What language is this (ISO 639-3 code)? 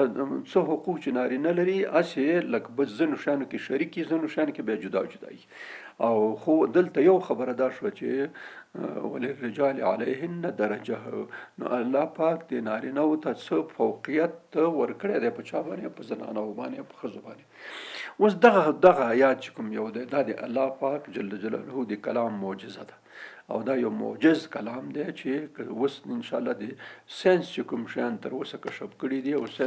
pus